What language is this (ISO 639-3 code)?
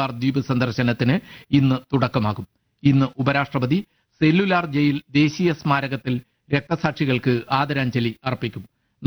mal